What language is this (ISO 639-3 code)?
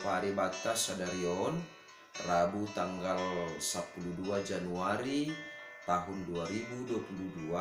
bts